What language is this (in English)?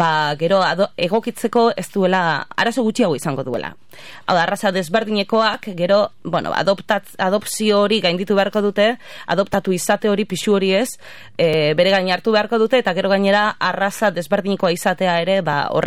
Basque